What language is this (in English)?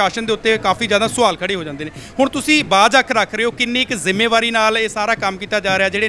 Punjabi